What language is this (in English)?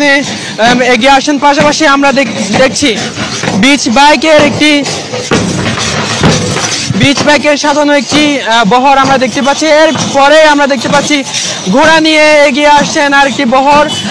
Bangla